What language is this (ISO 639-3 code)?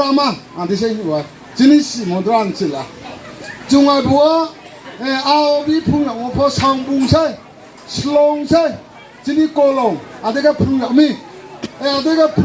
ria